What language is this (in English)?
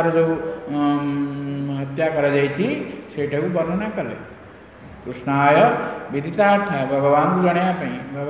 Odia